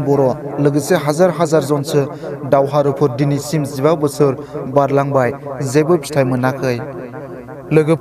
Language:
Bodo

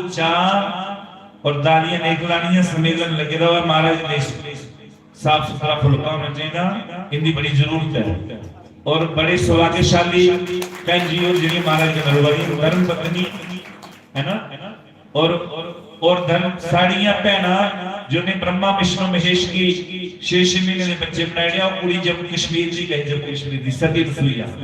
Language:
Dogri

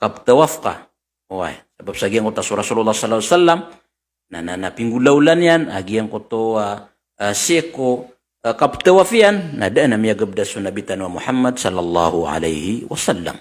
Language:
Maranao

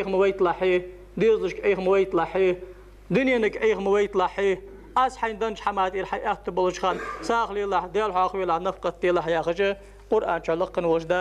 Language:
Ingush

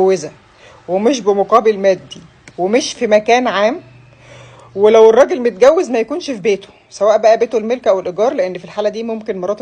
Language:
Egyptian Arabic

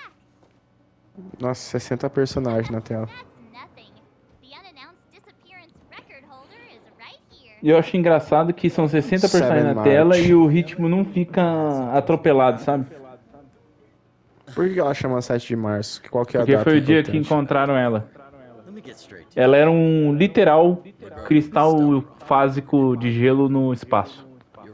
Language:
Portuguese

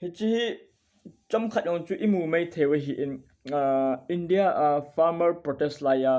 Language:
Thado Chin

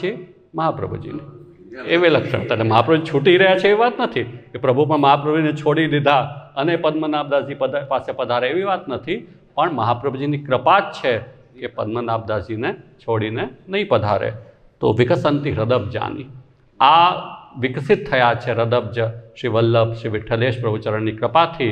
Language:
Gujarati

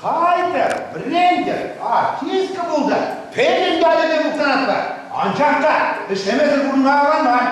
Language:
Chuvash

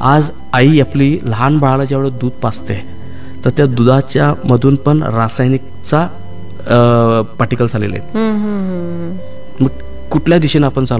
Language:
Marathi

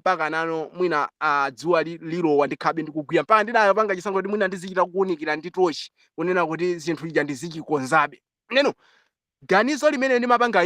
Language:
Nyanja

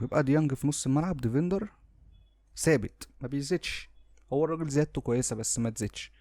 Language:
Egyptian Arabic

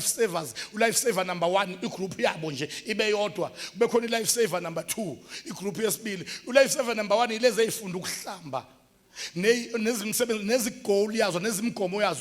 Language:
Zulu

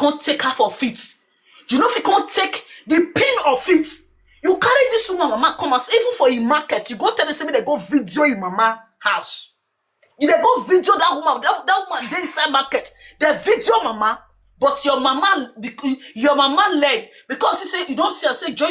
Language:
Nigerian Pidgin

